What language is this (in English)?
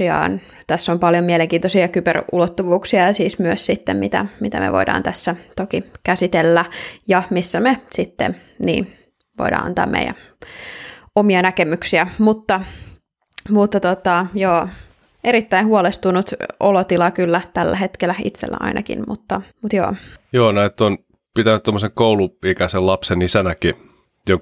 Finnish